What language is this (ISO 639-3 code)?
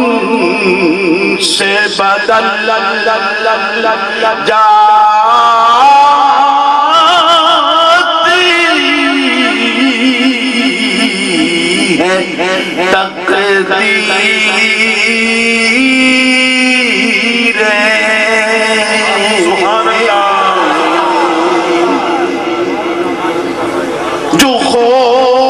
urd